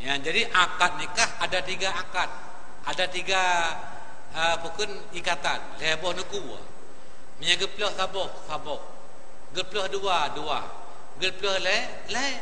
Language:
Achinese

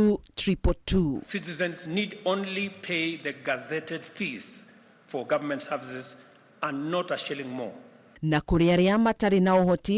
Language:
Kikuyu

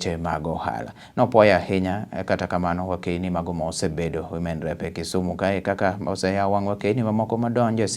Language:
Luo (Kenya and Tanzania)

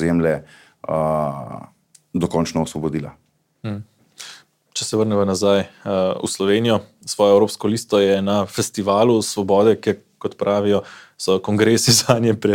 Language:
Slovenian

